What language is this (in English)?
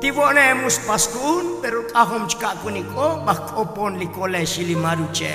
Tzotzil